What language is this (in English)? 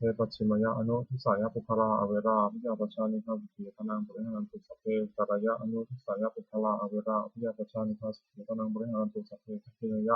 Pali